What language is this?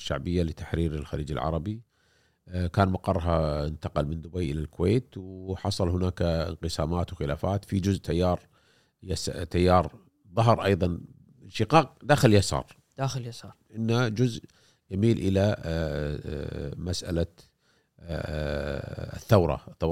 Gulf Arabic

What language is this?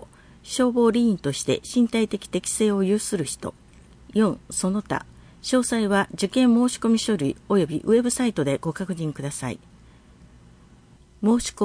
Japanese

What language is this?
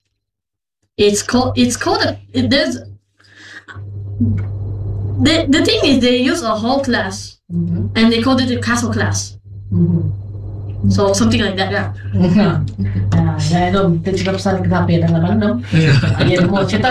Iban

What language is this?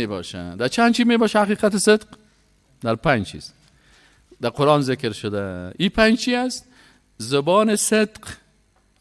Persian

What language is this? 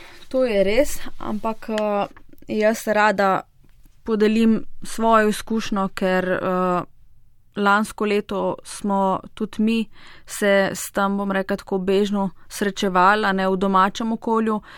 Slovenian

